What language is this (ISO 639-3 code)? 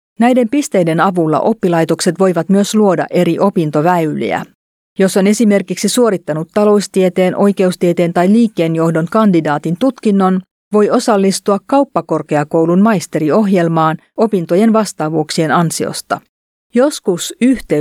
fin